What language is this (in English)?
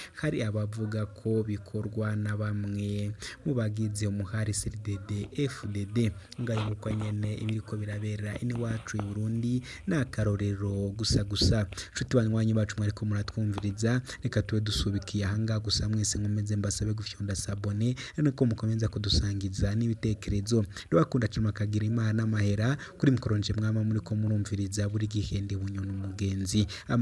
Rundi